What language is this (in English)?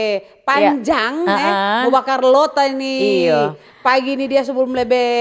Manado Malay